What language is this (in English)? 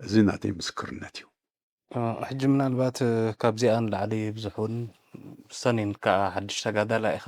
Tigrinya